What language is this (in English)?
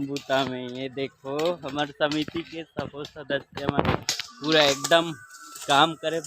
Chhattisgarhi